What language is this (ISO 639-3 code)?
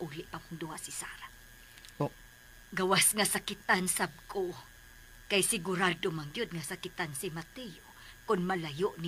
ceb